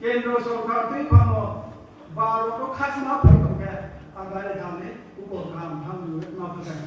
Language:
Riang (India)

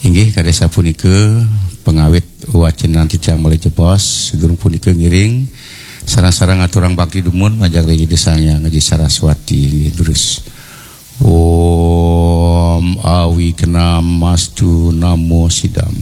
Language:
Balinese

